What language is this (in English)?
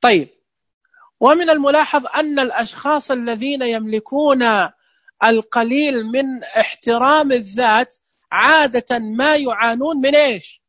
Najdi Arabic